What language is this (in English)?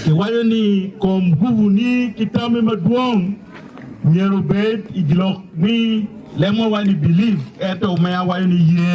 Acoli